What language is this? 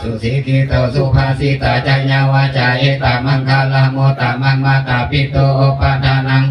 Pali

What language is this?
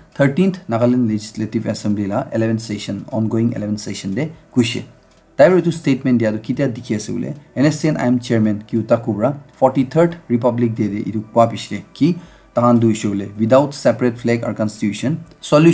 Naga Pidgin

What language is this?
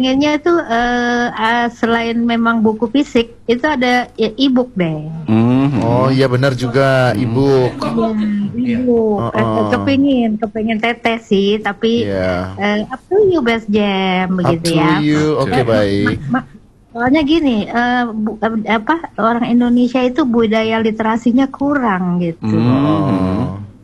Indonesian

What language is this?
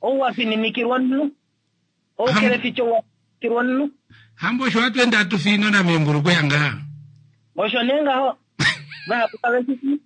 Kuanyama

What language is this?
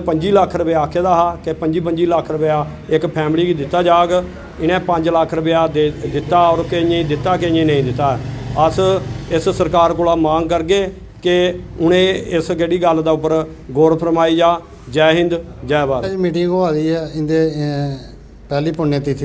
Dogri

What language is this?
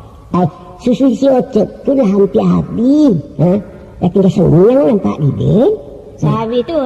Minangkabau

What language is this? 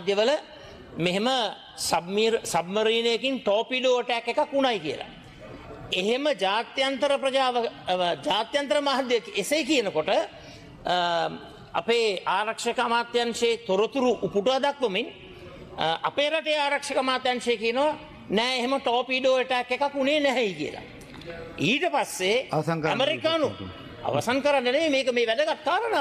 Sinhala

